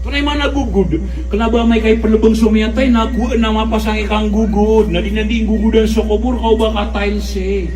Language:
Maranao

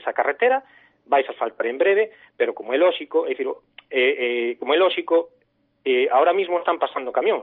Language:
Galician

